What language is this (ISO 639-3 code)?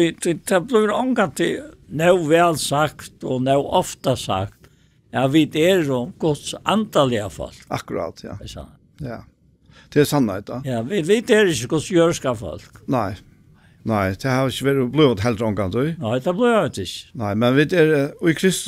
fao